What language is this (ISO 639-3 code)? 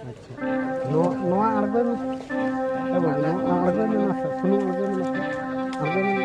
sat